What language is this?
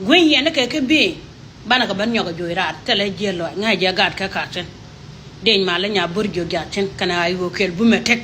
Nuer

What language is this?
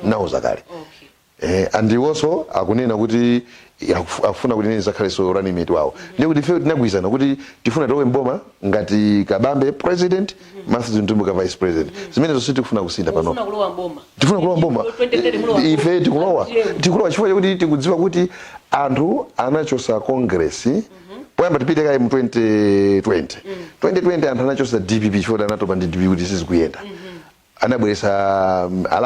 Nyanja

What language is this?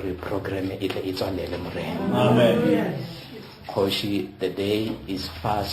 Northern Sotho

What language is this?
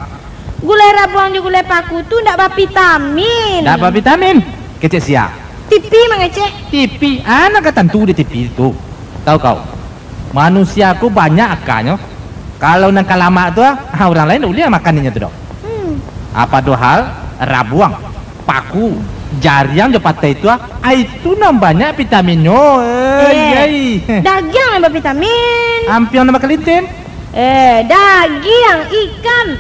Minangkabau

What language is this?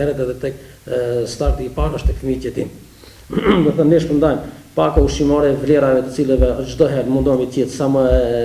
Albanian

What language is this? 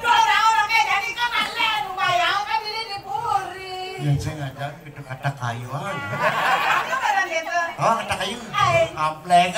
Balinese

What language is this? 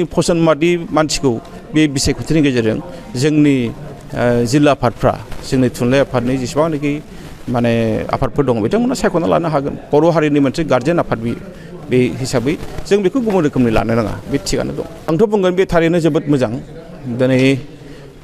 Bodo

